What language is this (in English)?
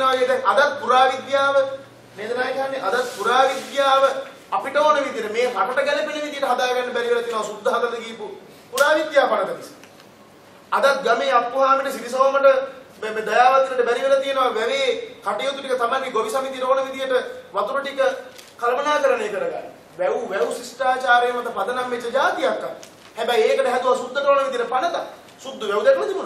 Sinhala